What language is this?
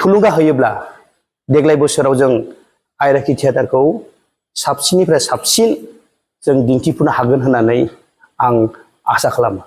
Bodo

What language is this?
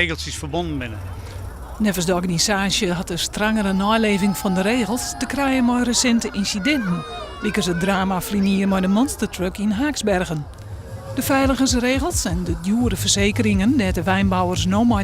Western Frisian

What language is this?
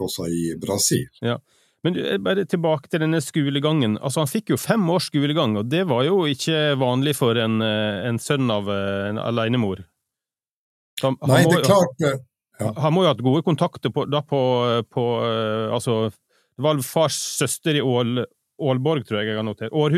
Norwegian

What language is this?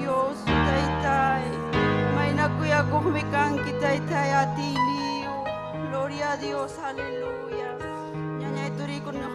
Ayacucho Quechua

